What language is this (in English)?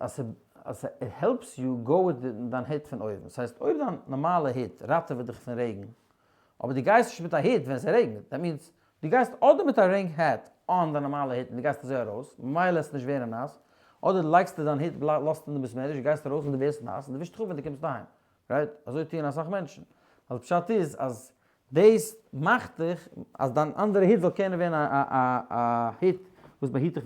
Yiddish